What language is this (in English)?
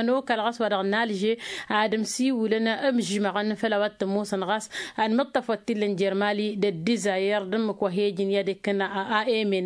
Tamasheq